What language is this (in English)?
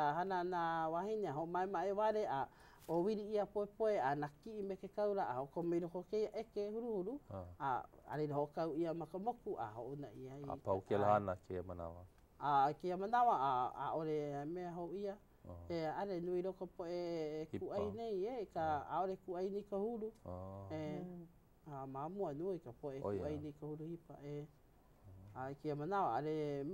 Hawaiian